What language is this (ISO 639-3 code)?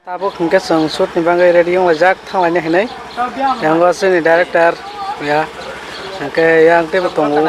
trp